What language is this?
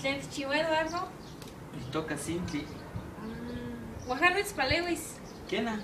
Eastern Huasteca Nahuatl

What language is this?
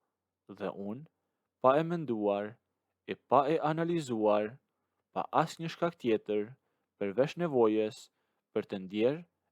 Albanian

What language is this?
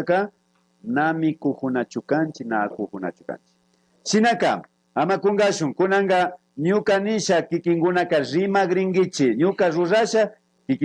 Imbabura Highland Quichua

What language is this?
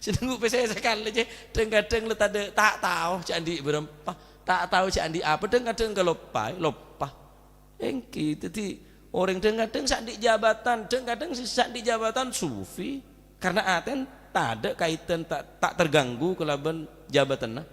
Madurese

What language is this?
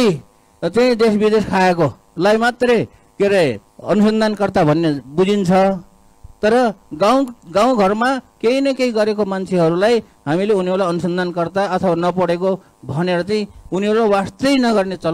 Nepali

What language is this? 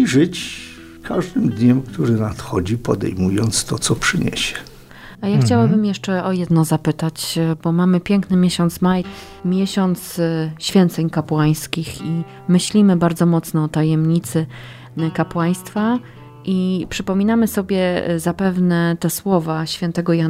Polish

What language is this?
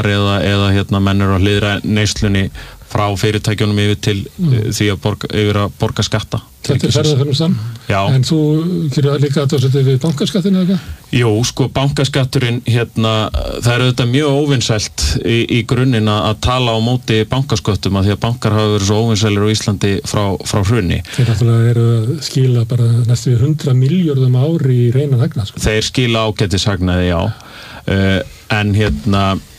Icelandic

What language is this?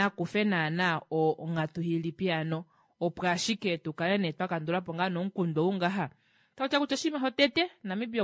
Kuanyama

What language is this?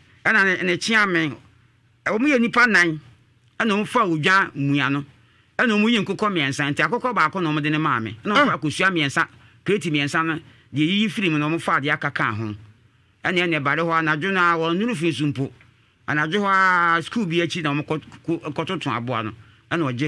Akan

